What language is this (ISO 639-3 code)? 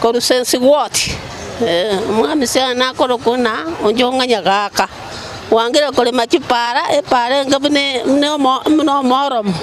guz